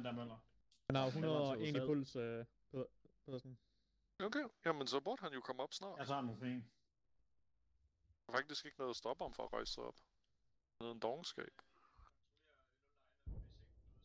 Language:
Danish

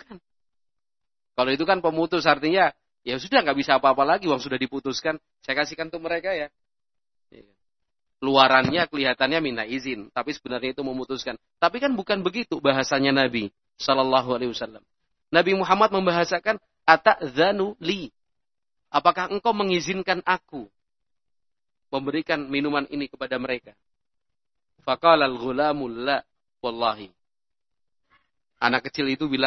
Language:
Indonesian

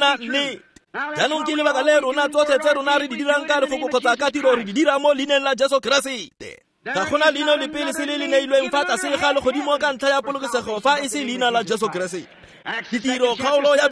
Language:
Tswana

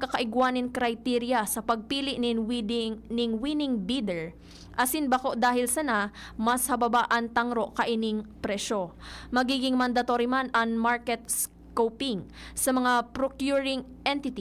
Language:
Bikol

